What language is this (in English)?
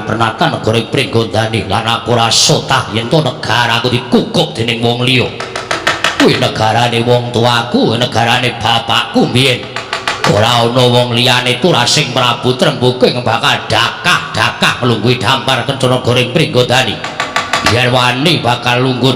Javanese